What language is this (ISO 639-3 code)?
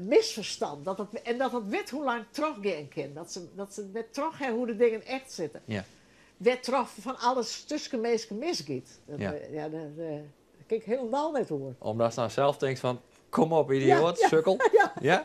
fry